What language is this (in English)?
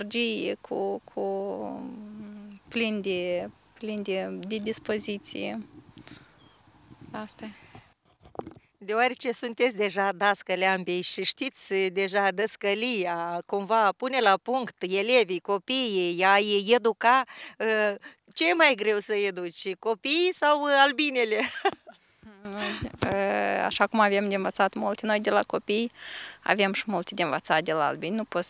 Romanian